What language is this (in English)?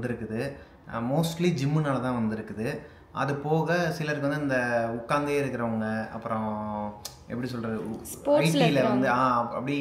Tamil